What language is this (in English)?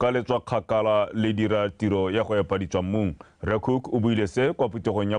Tswana